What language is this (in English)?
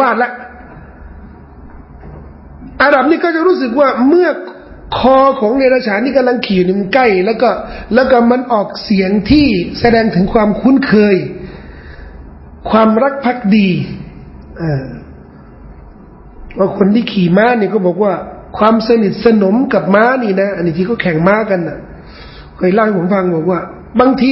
Thai